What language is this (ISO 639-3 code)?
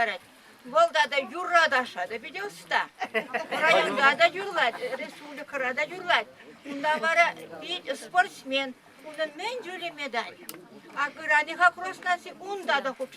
chv